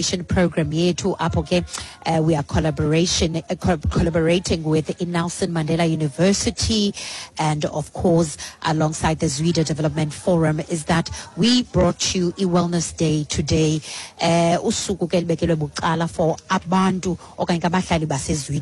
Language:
Xhosa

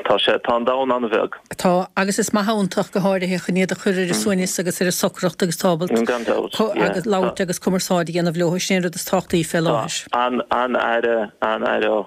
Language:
Irish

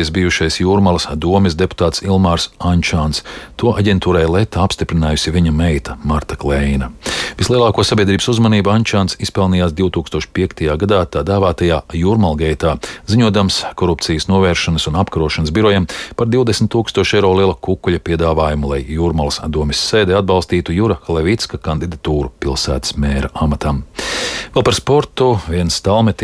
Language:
Latvian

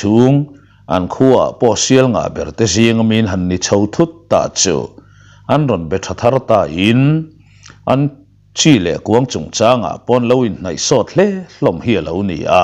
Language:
Mizo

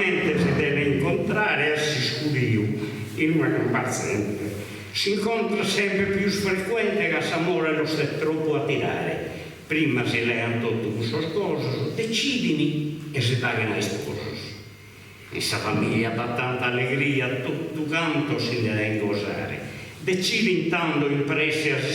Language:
Sardinian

